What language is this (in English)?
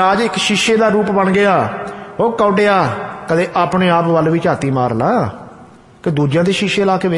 Punjabi